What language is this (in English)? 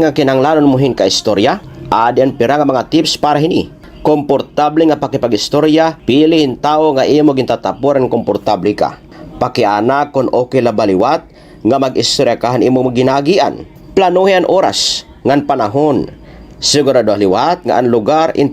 Waray